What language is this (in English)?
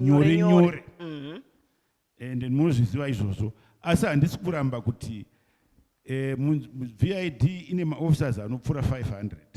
Shona